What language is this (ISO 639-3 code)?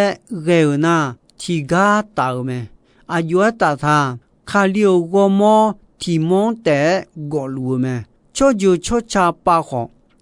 ahk